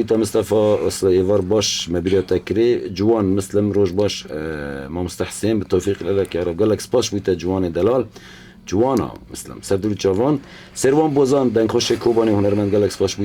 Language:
Kurdish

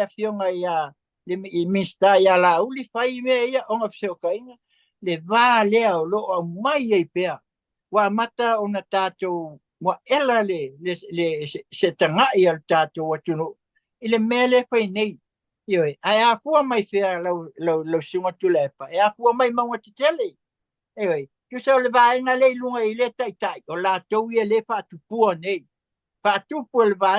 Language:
Samoan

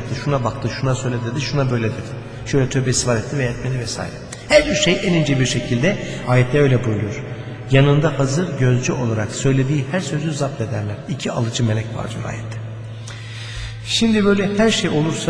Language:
Turkish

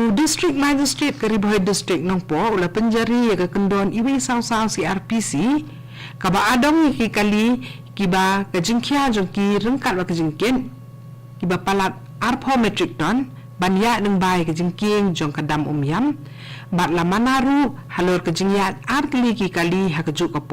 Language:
Khasi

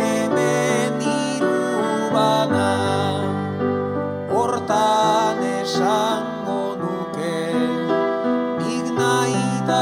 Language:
Basque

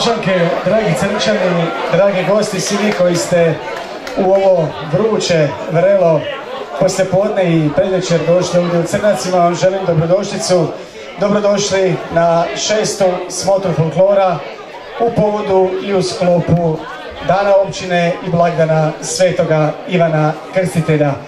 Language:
Croatian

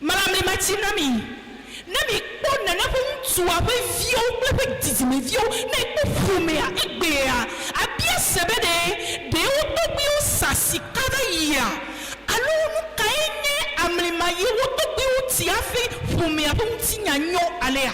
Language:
Ewe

